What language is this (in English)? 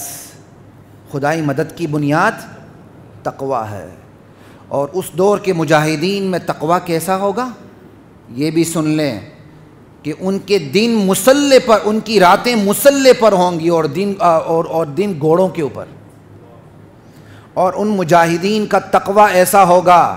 Urdu